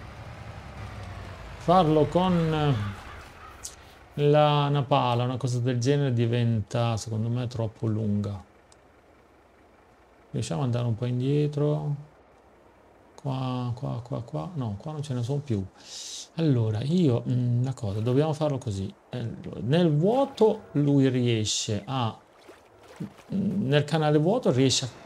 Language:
Italian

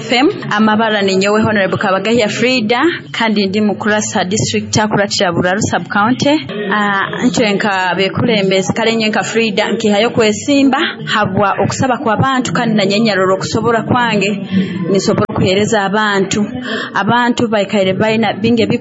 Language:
Nyoro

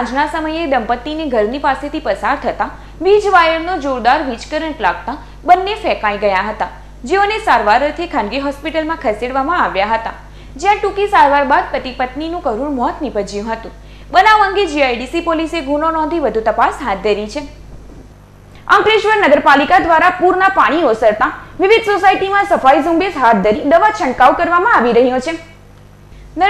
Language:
Gujarati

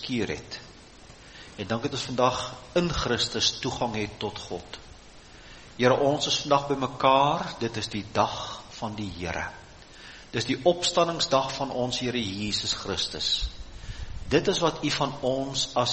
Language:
Afrikaans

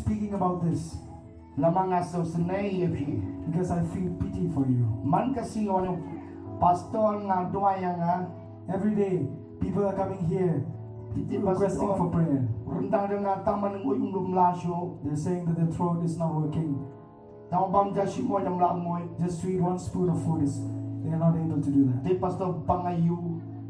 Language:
Khasi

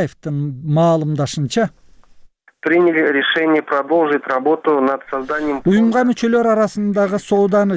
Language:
Kyrgyz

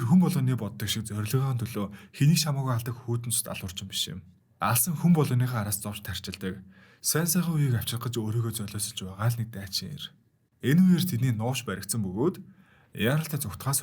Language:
Mongolian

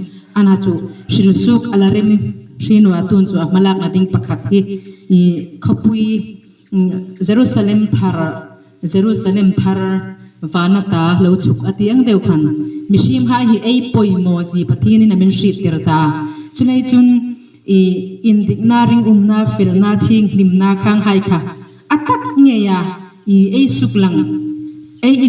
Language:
Hmar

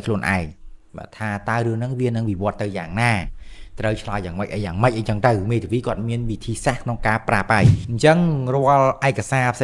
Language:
Khmer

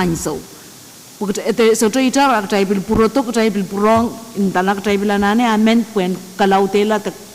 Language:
Pohnpeian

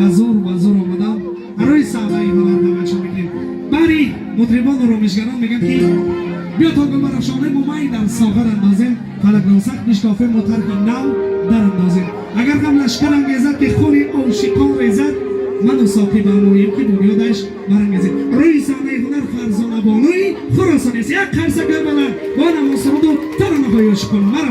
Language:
Tajik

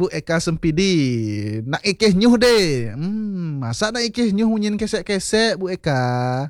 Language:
Balinese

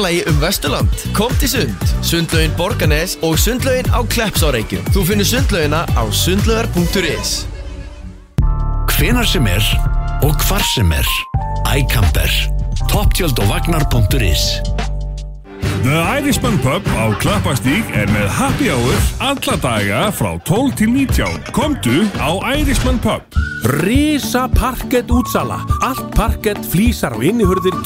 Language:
Icelandic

